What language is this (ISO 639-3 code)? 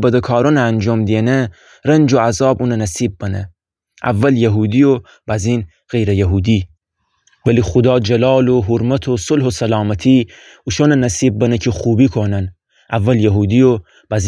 glk